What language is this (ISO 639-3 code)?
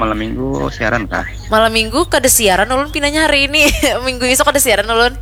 bjn